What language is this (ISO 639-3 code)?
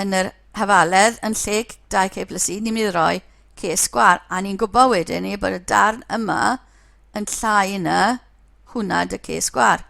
cym